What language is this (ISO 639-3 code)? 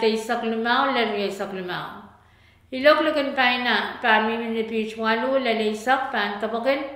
pon